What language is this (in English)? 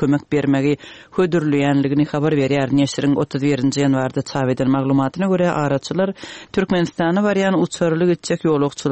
Turkmen